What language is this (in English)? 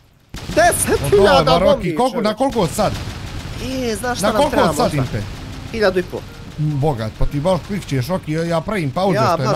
Bosnian